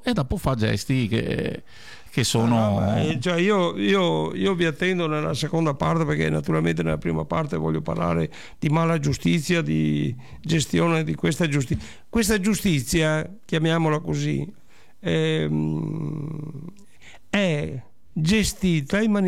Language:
Italian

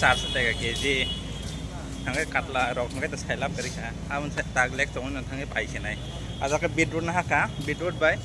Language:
Kok Borok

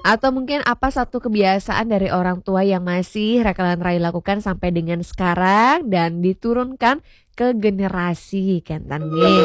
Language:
Balinese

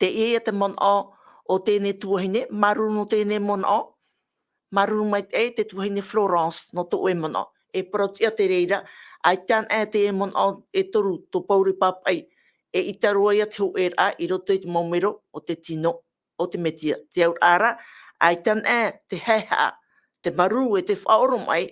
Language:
Tahitian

